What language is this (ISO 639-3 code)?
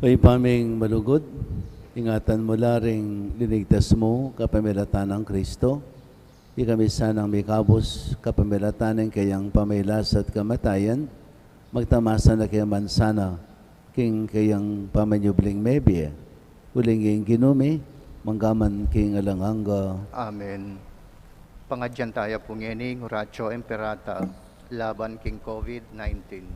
pam